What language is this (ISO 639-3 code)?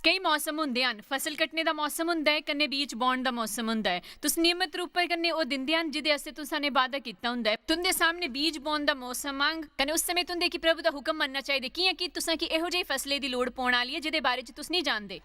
doi